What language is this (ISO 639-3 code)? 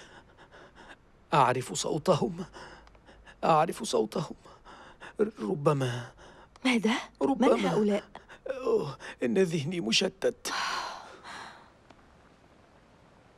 ara